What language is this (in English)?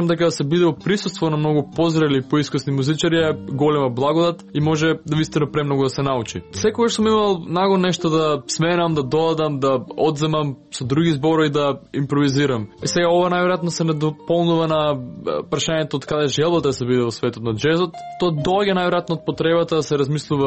Macedonian